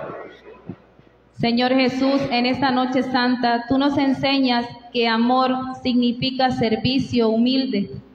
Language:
Spanish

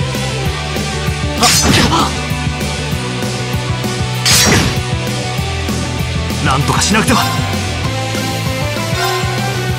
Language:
Japanese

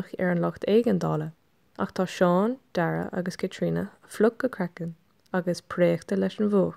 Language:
Irish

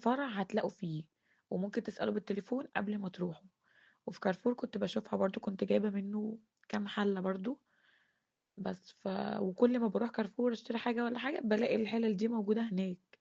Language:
Egyptian Arabic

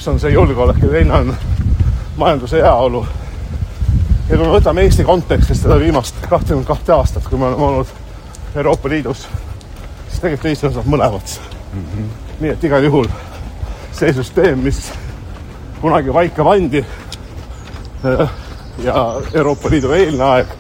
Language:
Estonian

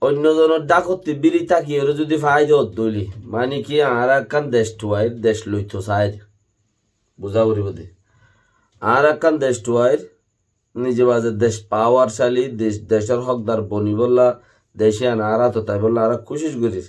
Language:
Rohingya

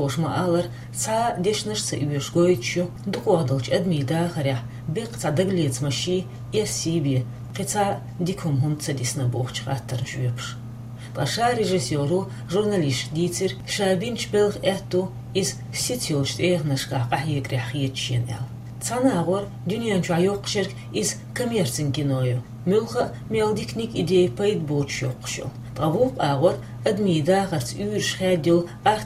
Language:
Chechen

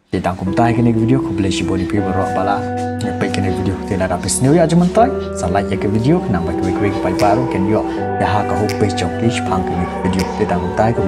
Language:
Khasi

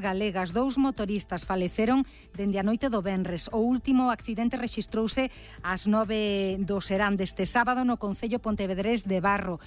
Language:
Galician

